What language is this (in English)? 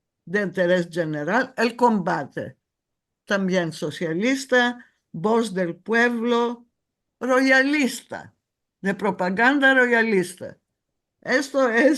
Ladino